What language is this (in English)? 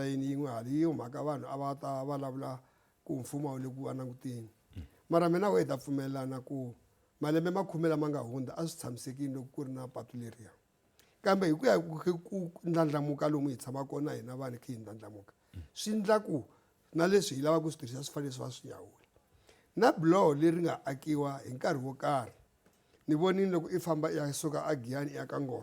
Tsonga